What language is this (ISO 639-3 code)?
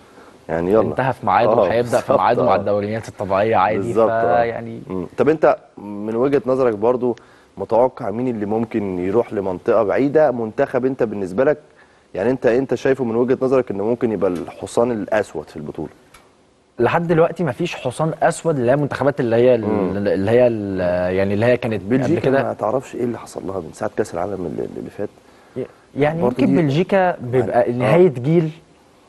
arz